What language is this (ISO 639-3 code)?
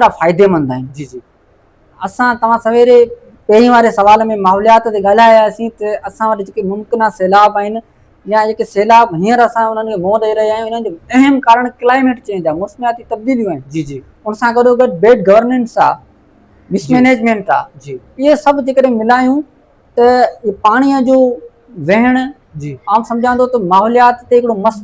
snd